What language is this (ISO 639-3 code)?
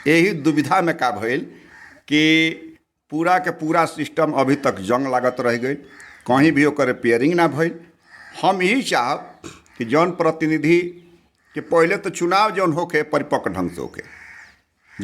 bho